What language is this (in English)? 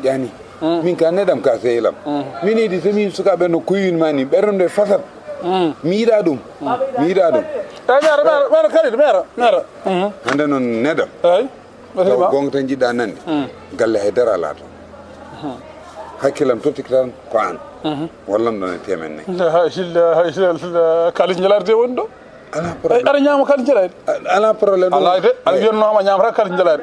Fula